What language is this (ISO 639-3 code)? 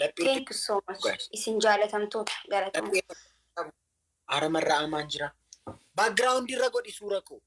orm